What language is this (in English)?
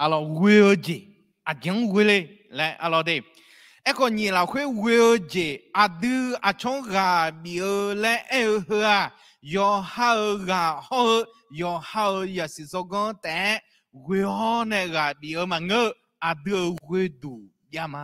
Akha